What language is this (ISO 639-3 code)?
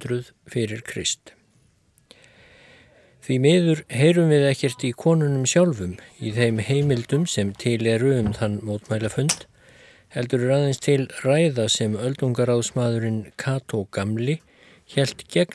isl